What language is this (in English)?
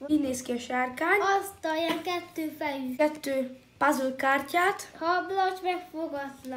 Hungarian